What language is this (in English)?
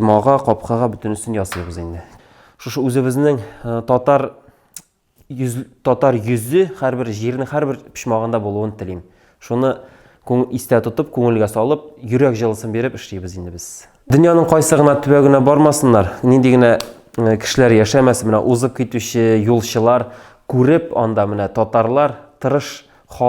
Tatar